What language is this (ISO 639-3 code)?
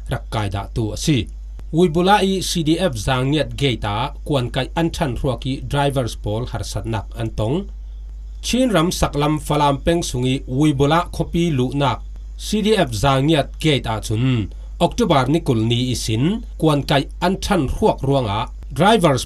cfm